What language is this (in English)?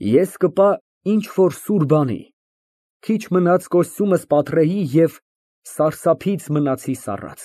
Armenian